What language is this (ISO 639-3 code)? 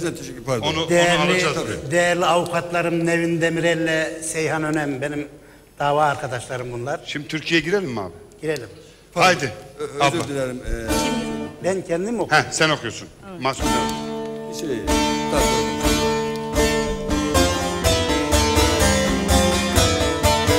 tur